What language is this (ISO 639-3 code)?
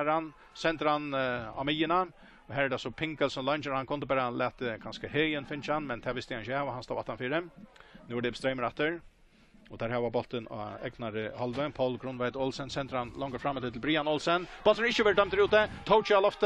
fao